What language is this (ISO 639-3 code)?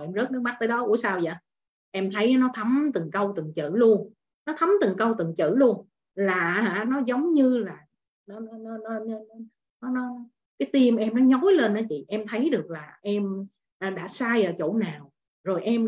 vie